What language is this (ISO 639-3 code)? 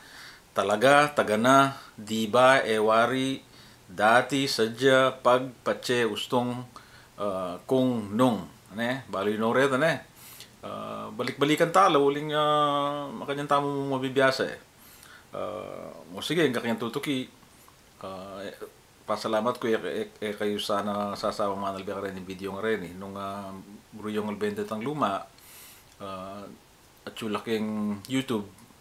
pam